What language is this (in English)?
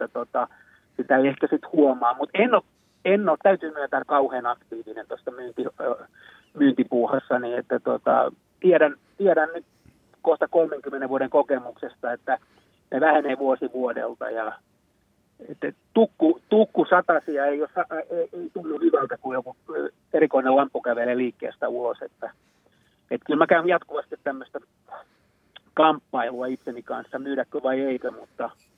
Finnish